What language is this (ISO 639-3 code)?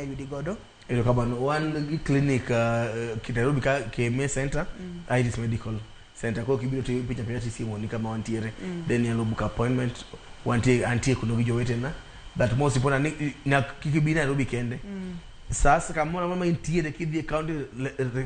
luo